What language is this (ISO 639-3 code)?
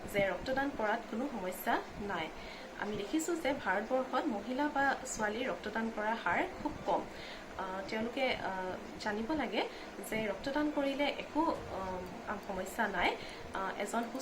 asm